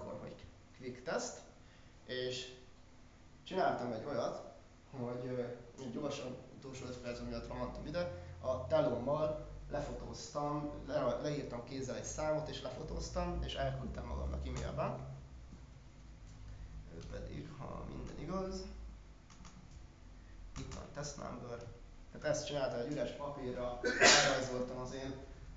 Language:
Hungarian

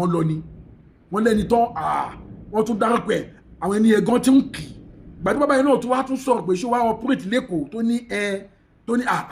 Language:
Yoruba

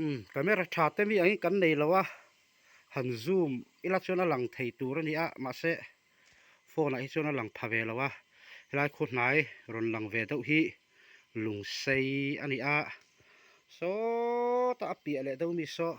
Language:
Mizo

